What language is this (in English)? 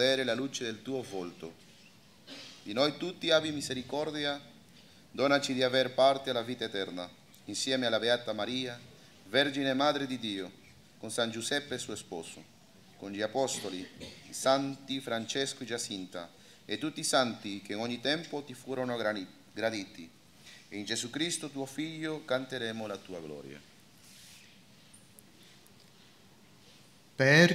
Italian